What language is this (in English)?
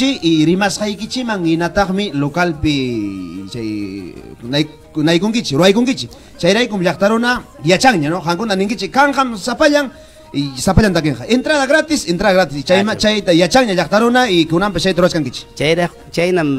Ayacucho Quechua